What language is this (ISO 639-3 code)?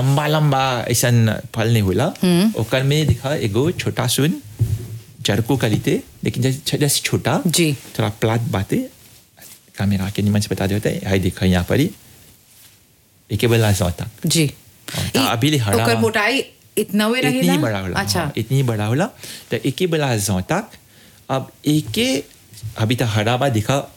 bho